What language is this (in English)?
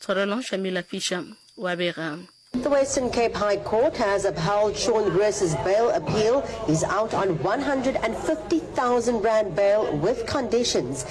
Northern Sotho